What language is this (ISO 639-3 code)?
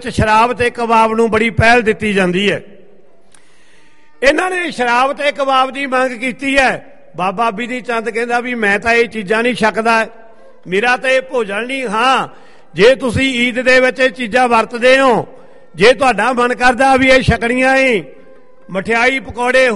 pan